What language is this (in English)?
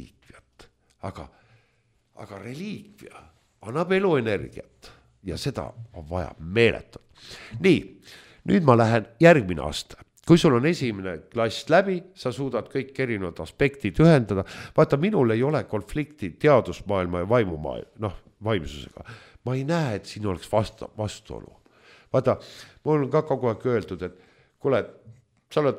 Estonian